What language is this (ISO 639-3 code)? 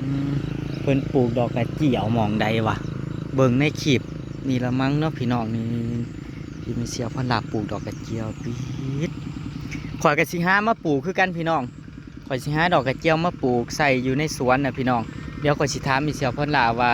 tts